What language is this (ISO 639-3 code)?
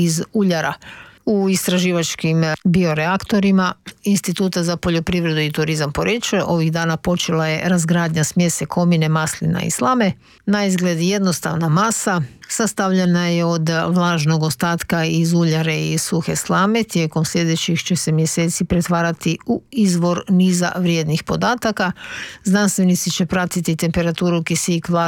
hrv